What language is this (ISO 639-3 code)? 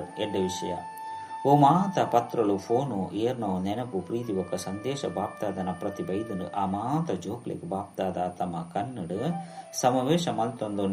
tcy